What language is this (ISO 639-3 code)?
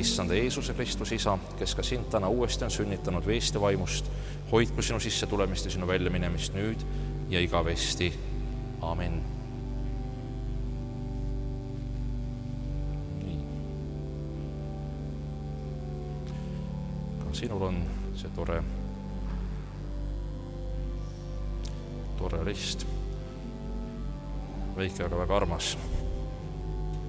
est